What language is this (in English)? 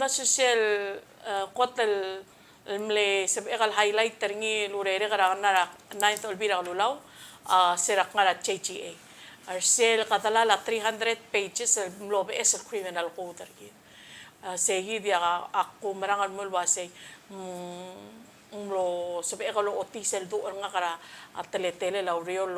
Palauan